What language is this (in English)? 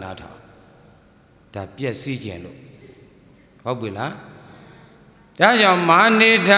Burmese